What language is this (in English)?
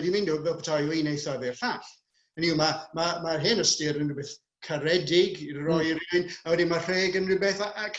Welsh